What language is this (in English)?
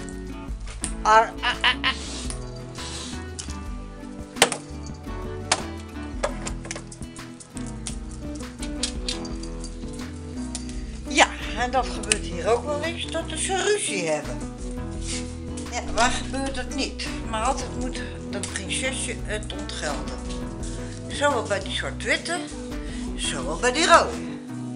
Dutch